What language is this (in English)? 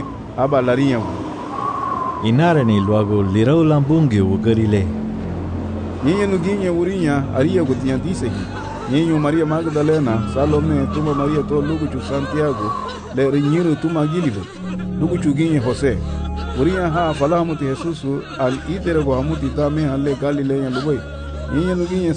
Garifuna